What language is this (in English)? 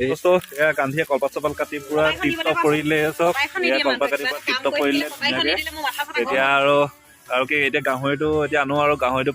Assamese